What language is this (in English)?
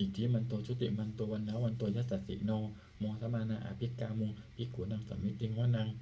Pali